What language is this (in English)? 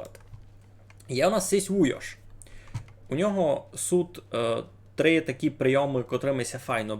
Rusyn